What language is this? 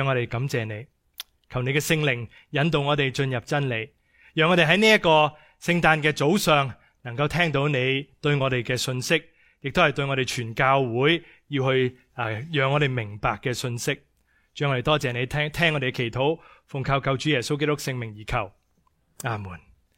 Cantonese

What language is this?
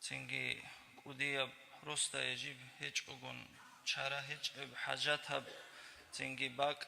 Avaric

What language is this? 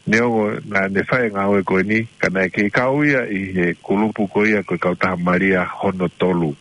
Tongan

